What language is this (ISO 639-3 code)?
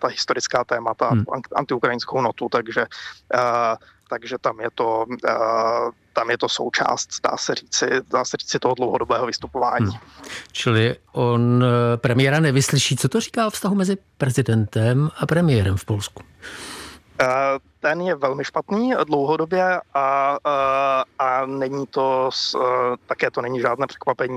ces